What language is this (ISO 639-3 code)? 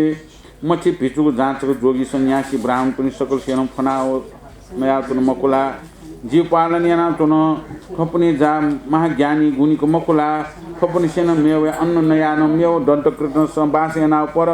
new